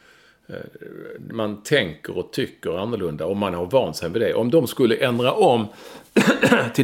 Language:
Swedish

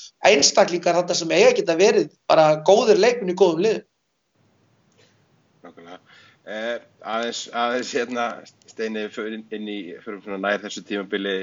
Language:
Icelandic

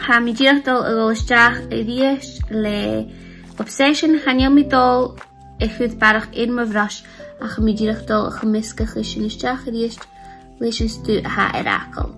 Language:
Scottish Gaelic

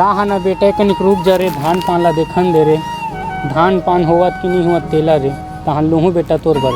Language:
Chhattisgarhi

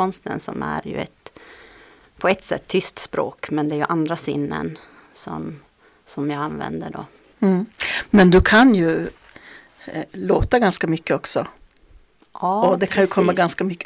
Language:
Swedish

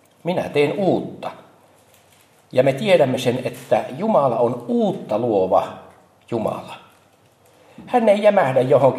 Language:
Finnish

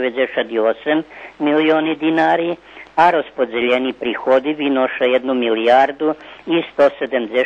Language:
Rusyn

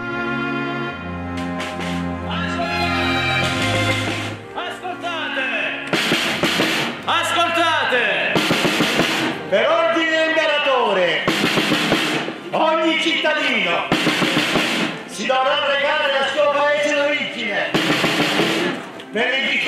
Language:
Italian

